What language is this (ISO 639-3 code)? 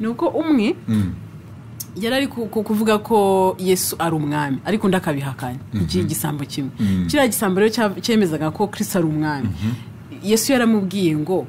kin